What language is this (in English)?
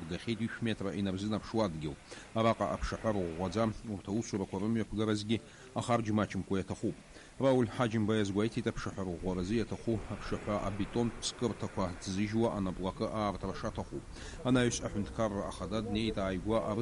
Abkhazian